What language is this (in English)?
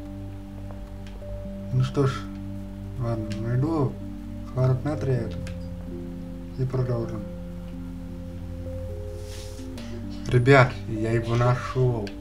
Russian